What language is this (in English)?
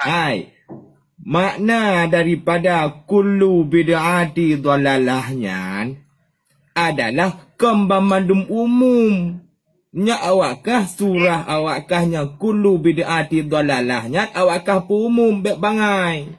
Achinese